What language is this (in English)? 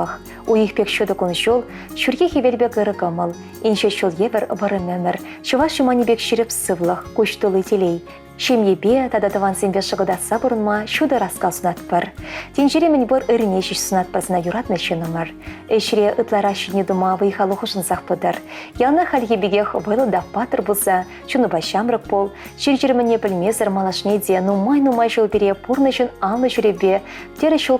Chuvash